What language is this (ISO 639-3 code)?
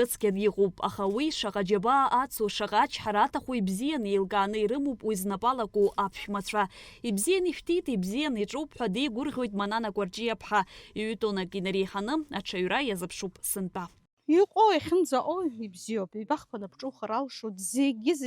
abk